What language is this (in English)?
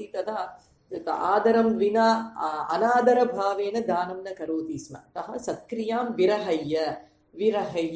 Sanskrit